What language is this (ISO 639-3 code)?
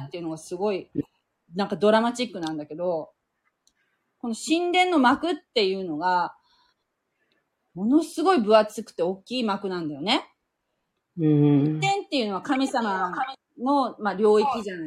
jpn